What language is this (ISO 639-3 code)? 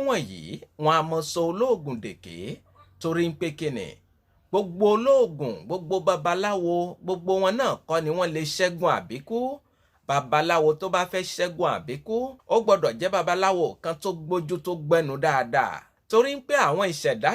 yor